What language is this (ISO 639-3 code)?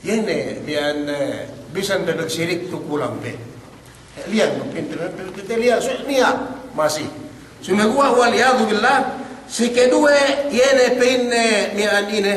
yka